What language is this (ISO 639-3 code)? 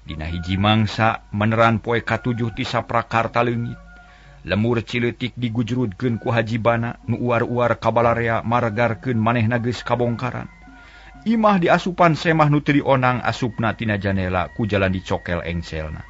sun